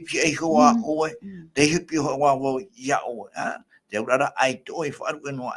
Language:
Tahitian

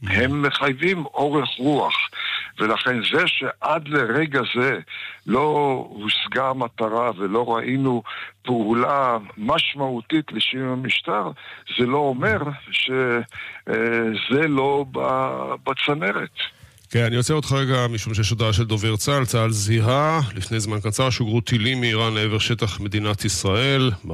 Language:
Hebrew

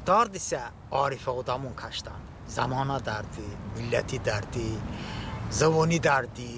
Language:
Talysh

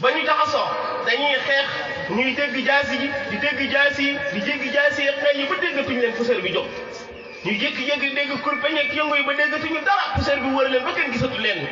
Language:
Wolof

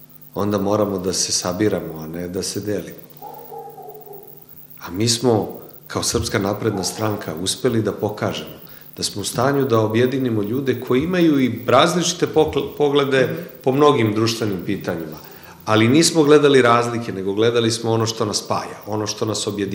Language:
Serbian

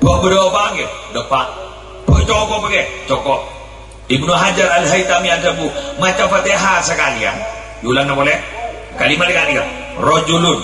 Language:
Madurese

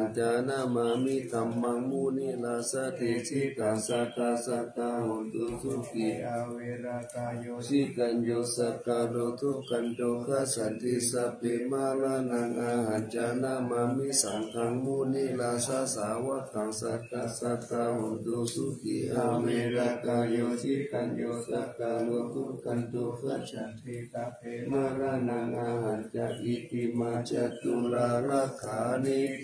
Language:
Pali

